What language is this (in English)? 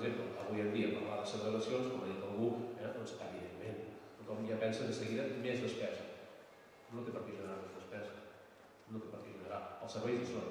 Catalan